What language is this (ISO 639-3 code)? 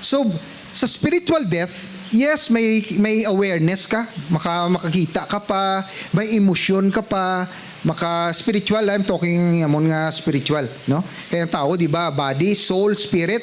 hil